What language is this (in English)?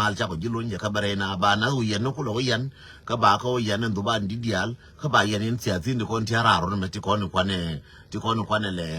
Nuer